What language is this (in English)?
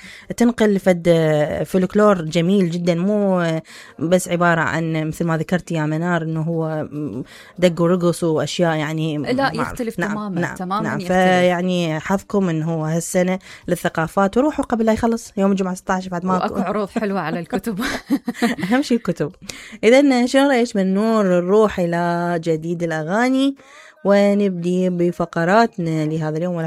Mesopotamian Arabic